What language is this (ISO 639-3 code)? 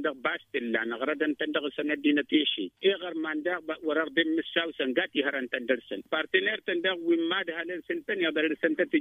taq